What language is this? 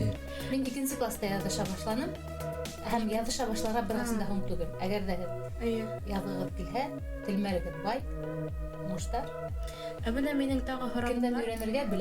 Bashkir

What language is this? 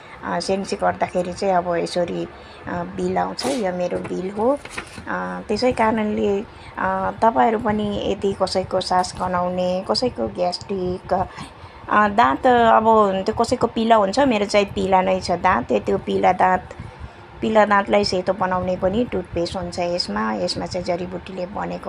Nepali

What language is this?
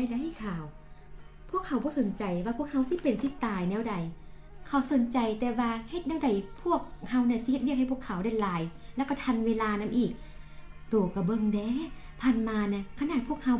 Lao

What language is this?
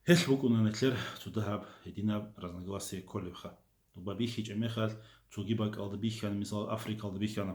Avaric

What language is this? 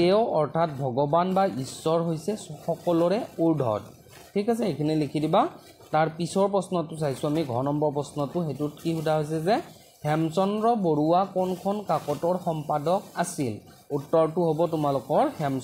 Assamese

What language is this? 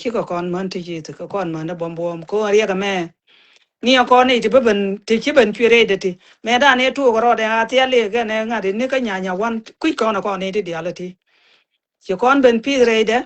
Nuer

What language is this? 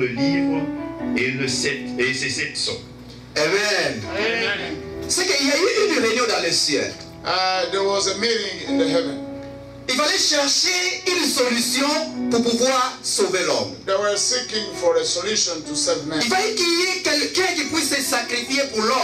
French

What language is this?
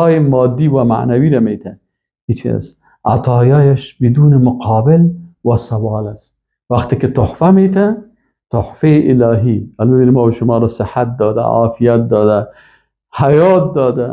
Persian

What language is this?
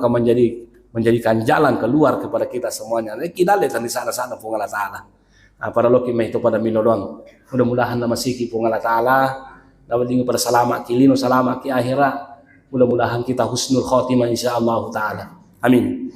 Buginese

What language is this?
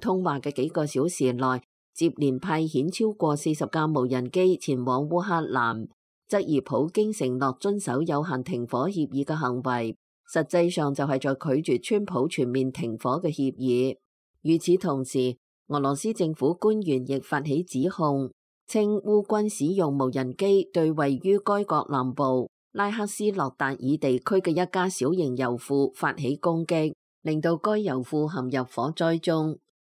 Cantonese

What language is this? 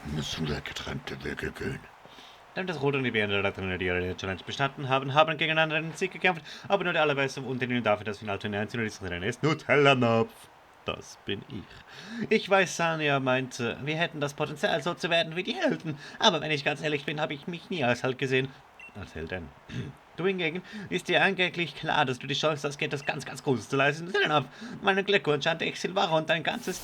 Swiss German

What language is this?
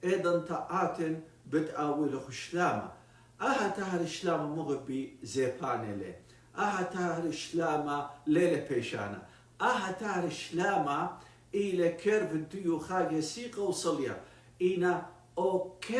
Assyrian Neo-Aramaic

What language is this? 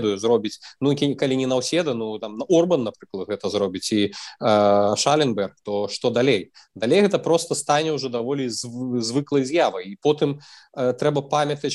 Belarusian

